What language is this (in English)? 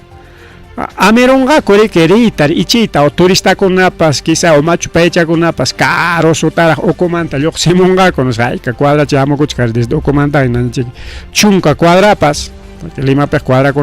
Ayacucho Quechua